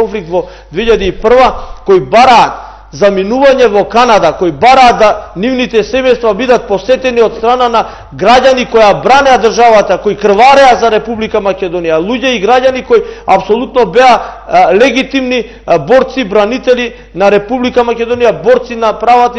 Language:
Macedonian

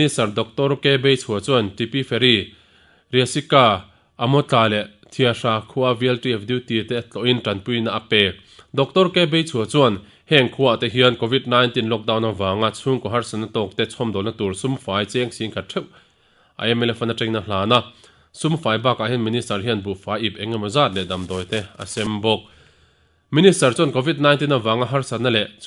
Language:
Mizo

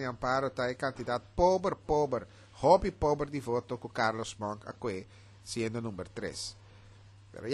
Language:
Papiamento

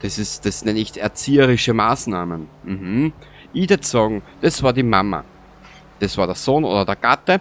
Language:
Bavarian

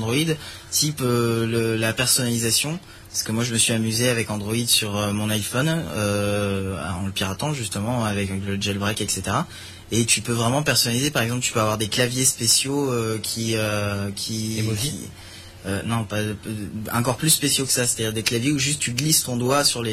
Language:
French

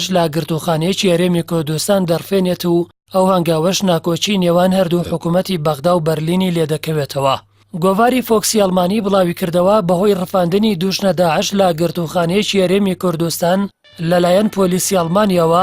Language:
Central Kurdish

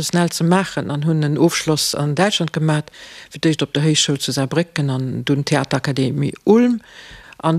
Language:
Luxembourgish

